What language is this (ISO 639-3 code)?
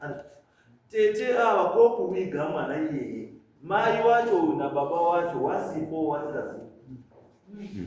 sna